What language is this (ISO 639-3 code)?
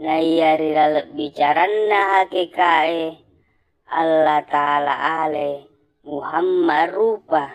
bug